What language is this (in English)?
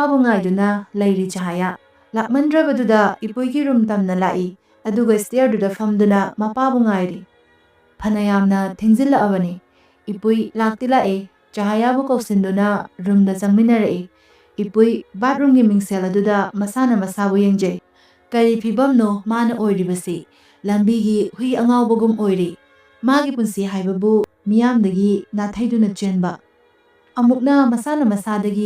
Manipuri